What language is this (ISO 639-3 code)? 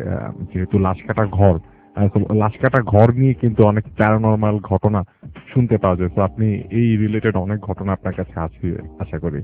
ben